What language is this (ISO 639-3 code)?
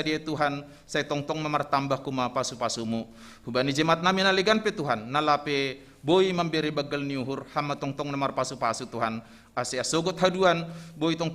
bts